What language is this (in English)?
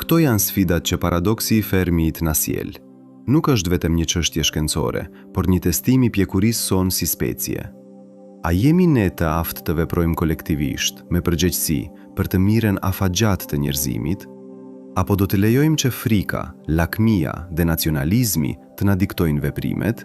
Albanian